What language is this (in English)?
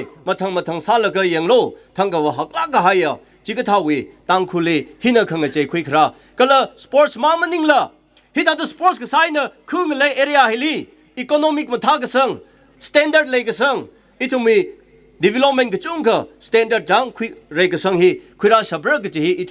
Tangkhul Naga (India)